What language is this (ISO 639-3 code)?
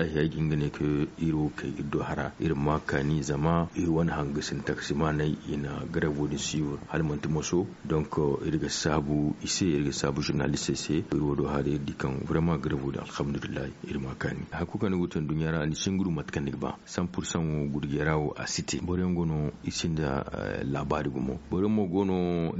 dje